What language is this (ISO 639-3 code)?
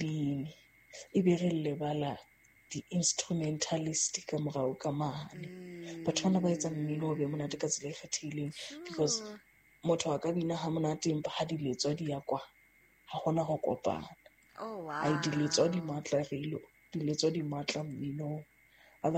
sot